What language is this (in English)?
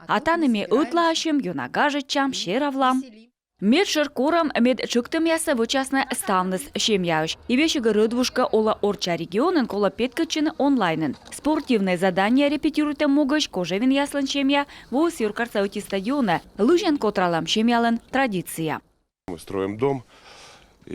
Komi